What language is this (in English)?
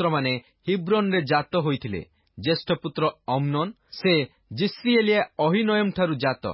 Odia